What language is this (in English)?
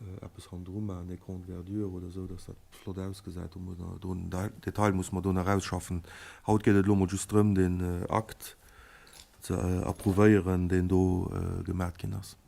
Luxembourgish